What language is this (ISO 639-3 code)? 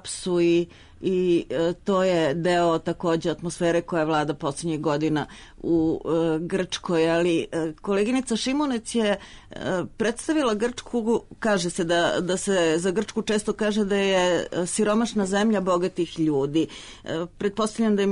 srp